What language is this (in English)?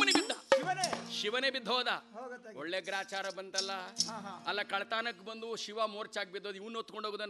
Kannada